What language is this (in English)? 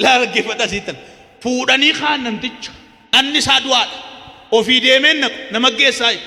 Oromo